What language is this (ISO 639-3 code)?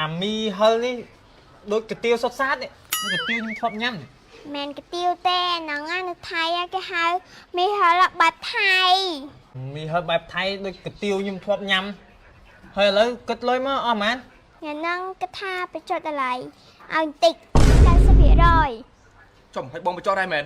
khm